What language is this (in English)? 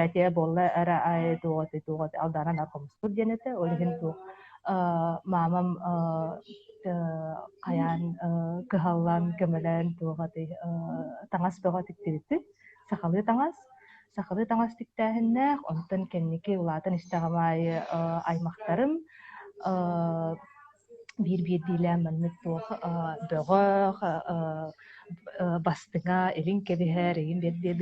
Yakut